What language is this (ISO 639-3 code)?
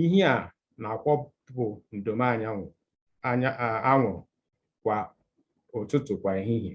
ibo